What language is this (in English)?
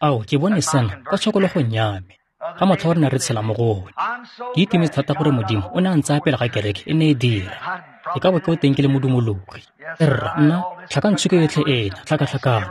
Tswana